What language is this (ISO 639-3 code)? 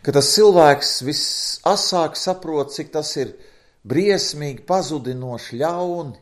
lav